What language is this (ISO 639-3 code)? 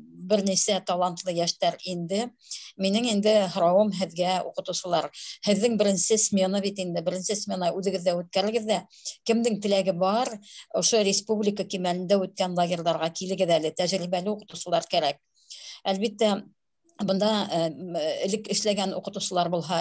bak